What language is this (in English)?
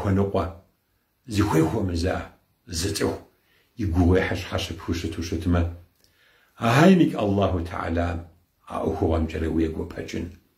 Kabardian